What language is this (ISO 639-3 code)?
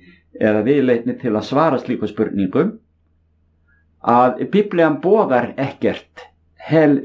isl